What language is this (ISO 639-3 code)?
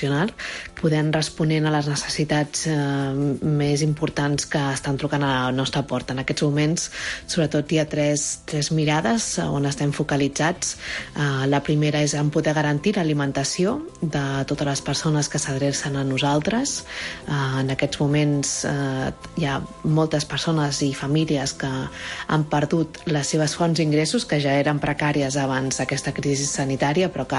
cat